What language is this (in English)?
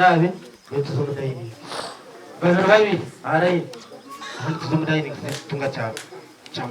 Nyankole